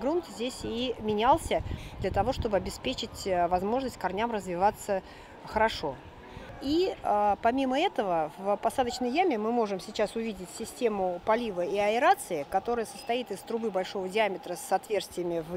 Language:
Russian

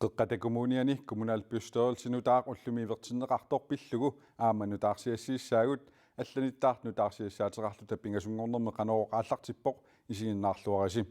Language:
Kalaallisut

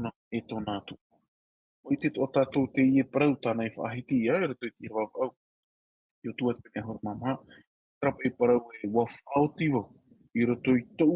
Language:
Tahitian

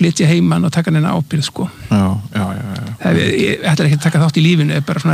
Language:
Icelandic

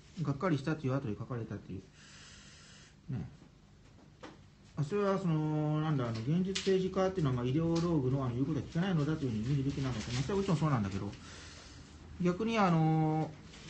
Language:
Japanese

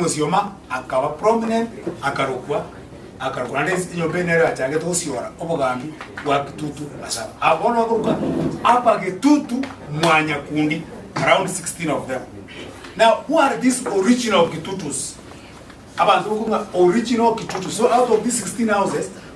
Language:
Gusii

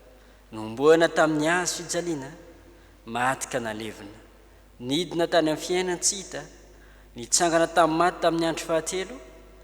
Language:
Malagasy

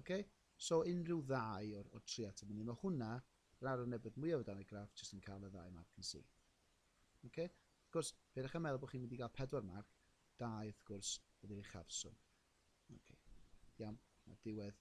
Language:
Welsh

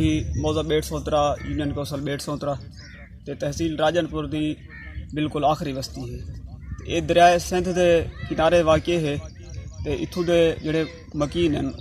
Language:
Saraiki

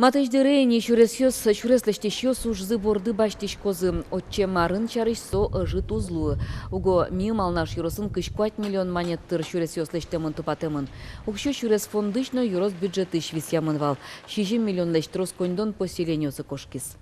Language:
Udmurt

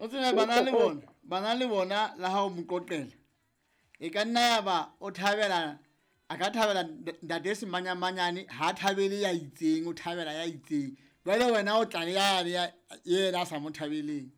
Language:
Southern Sotho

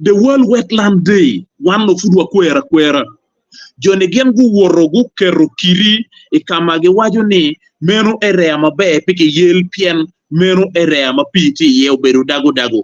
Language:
Acoli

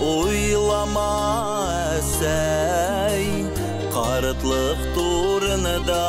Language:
Bashkir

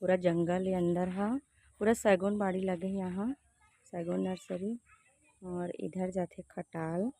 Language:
Chhattisgarhi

